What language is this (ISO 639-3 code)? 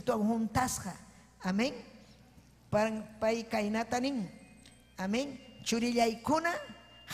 quy